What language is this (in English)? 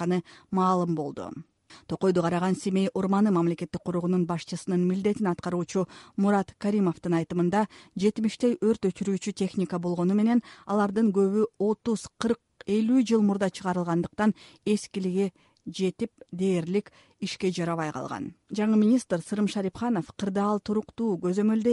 Kyrgyz